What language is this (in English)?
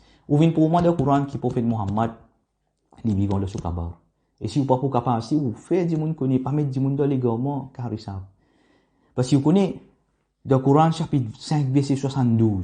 Morisyen